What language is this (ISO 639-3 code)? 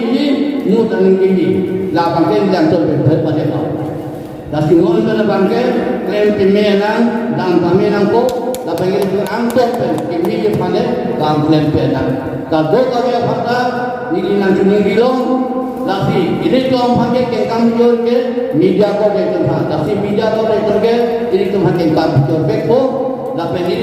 mjw